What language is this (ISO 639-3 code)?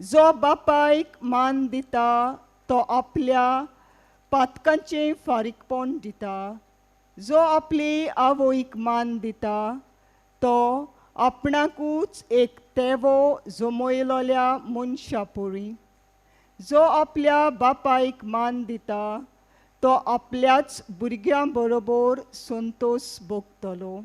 kok